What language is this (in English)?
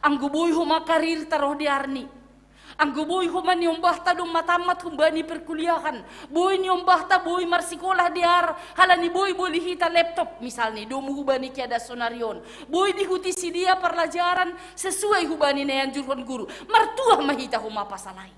Batak Simalungun